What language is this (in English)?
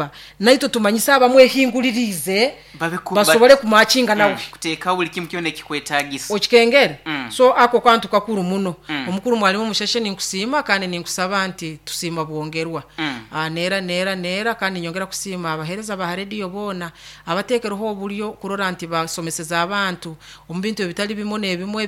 Nyoro